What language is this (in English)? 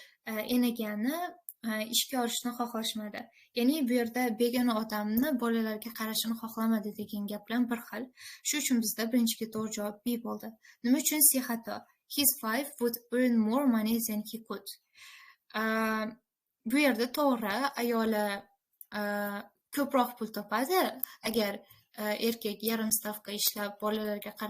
Uzbek